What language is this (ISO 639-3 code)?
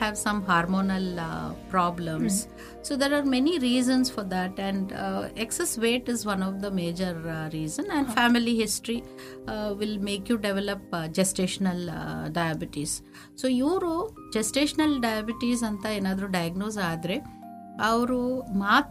kan